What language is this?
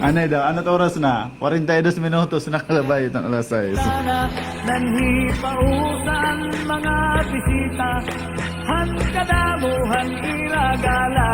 Waray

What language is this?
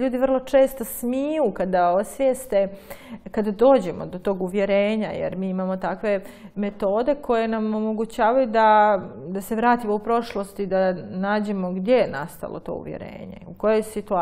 Croatian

